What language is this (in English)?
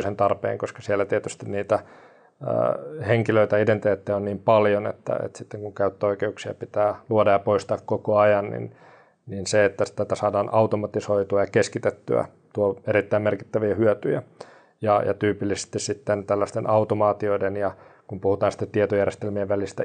Finnish